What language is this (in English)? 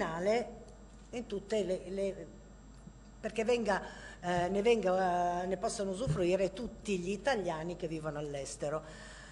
Italian